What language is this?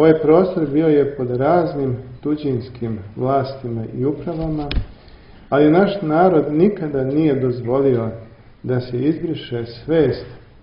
Serbian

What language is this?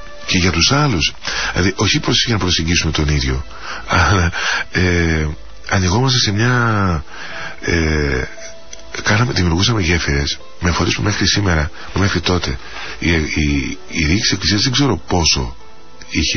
Greek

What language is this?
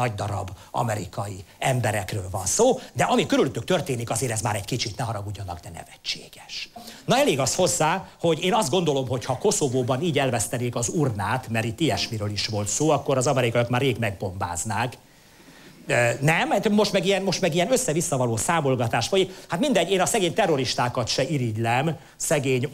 Hungarian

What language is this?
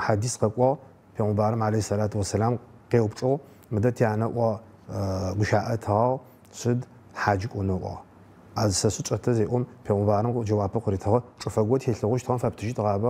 Adyghe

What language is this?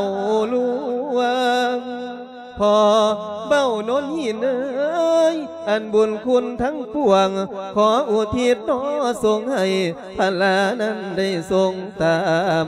Lao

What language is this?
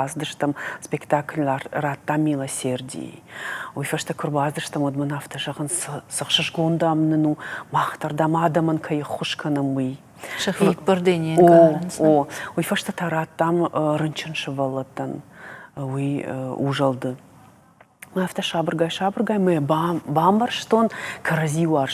Ossetic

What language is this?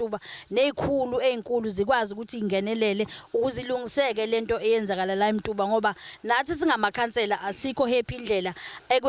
Zulu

